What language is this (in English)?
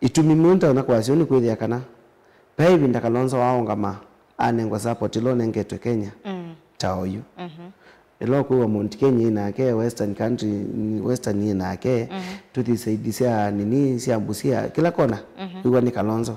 Kamba